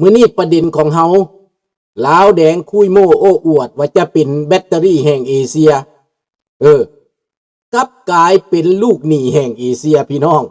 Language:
Lao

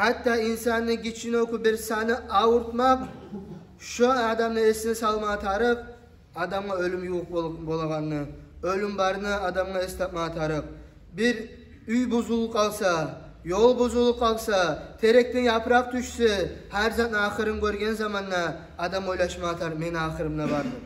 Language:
Kumyk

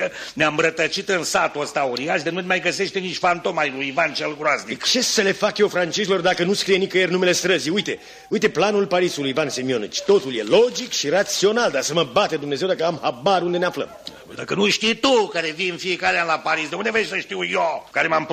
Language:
Romanian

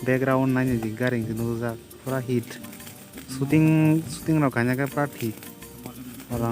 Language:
Kok Borok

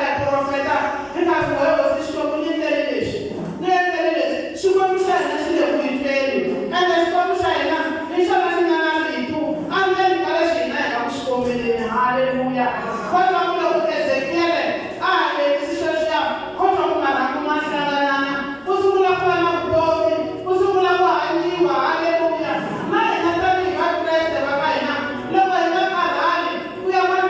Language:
Tsonga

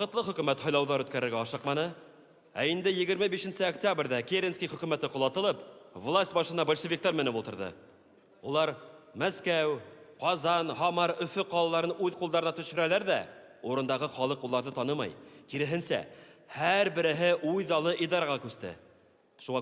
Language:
Bashkir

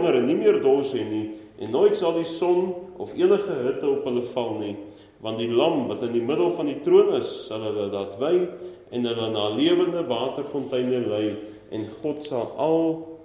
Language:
Afrikaans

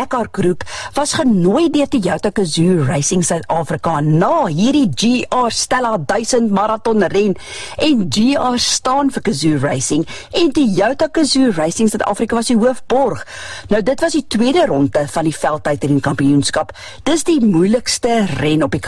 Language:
Afrikaans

